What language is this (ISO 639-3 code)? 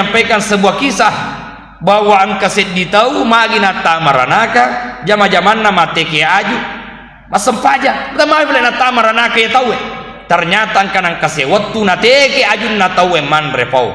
bug